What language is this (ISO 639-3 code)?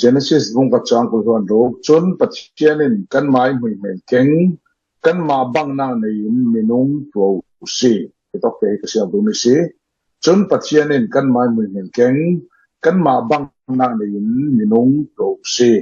cfm